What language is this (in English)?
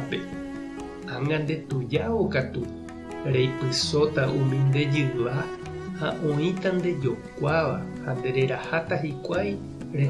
Guarani